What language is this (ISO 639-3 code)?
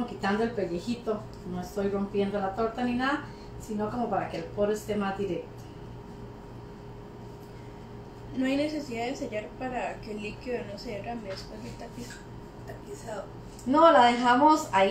spa